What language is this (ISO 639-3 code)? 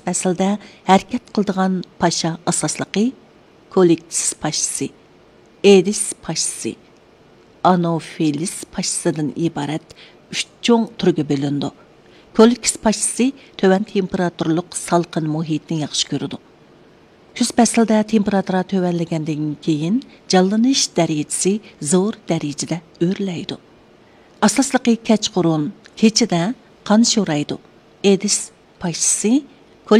uig